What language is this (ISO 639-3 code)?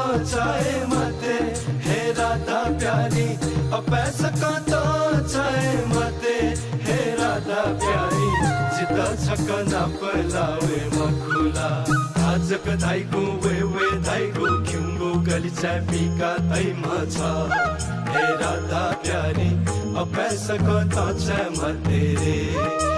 new